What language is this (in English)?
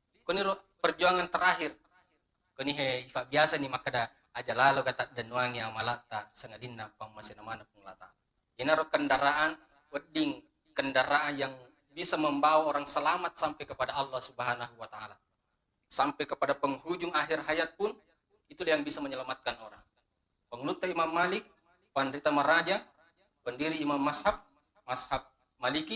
Buginese